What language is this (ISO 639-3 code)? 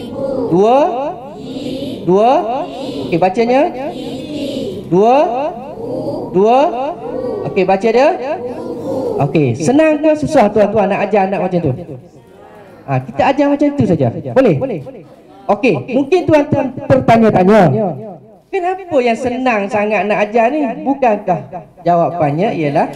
msa